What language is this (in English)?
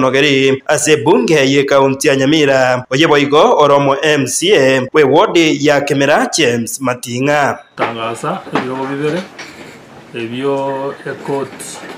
Gusii